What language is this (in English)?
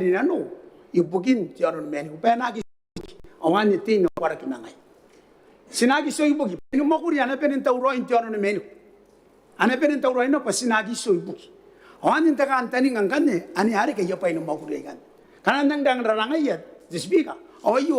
Gilbertese